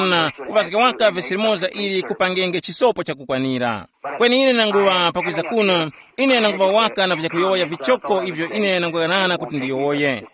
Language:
Tumbuka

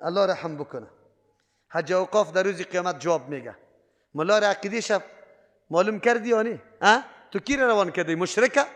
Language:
Persian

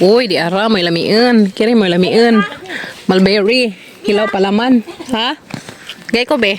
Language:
Cebuano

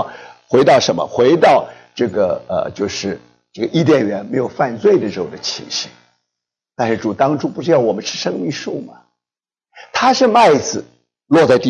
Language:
Chinese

